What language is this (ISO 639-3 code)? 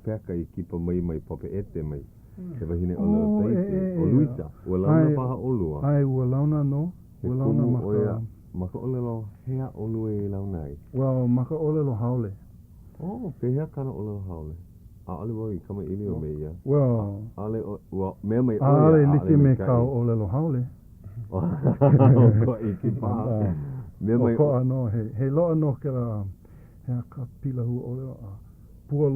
haw